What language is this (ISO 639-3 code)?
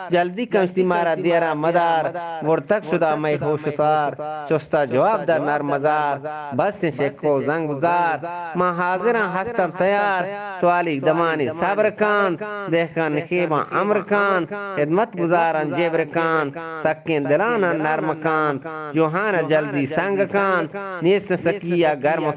bgp